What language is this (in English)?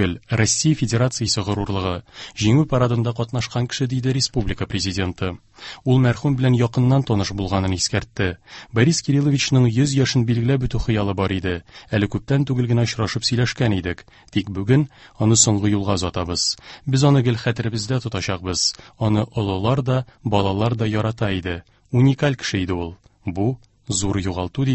Tatar